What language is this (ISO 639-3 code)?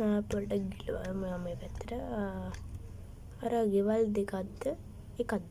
sin